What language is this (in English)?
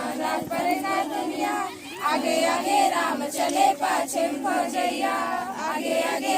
Chhattisgarhi